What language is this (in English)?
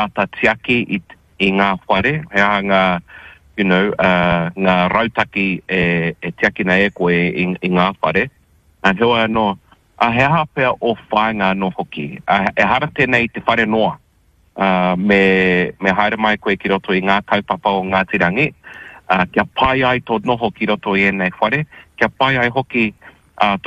Māori